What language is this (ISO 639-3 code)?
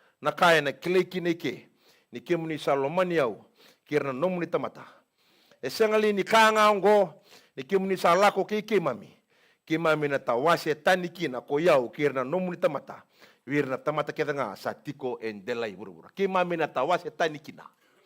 fij